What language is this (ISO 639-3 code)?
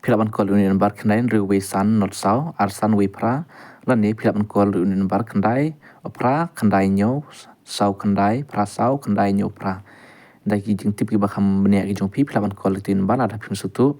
kha